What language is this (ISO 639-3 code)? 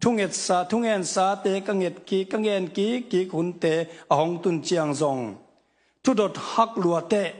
ctd